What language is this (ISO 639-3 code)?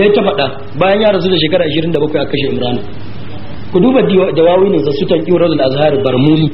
hau